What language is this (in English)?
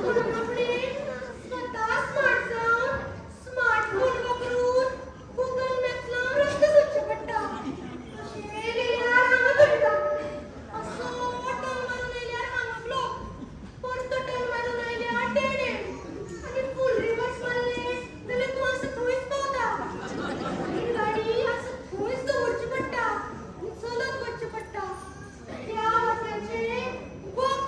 Konkani